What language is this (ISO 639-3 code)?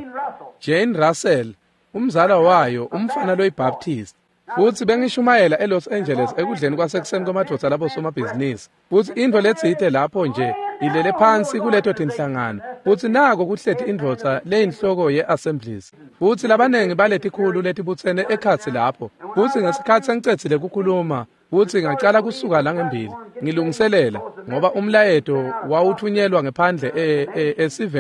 ssw